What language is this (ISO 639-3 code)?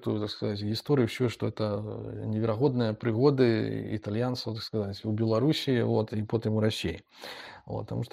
bel